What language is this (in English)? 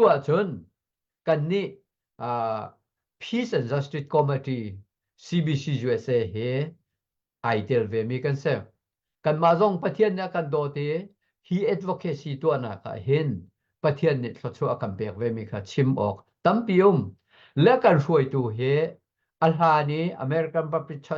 Hakha Chin